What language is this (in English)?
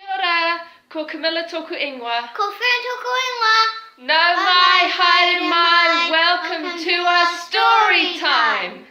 Māori